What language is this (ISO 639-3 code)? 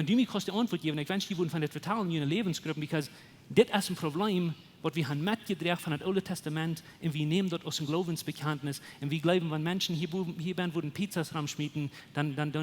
pdt